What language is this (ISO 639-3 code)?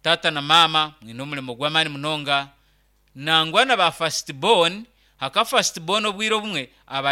nyn